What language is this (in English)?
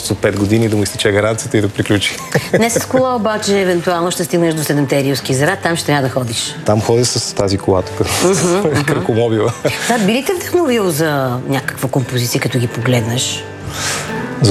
Bulgarian